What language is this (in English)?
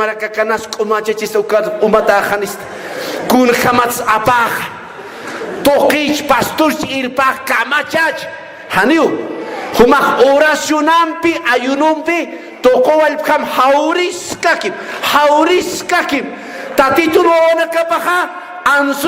Aymara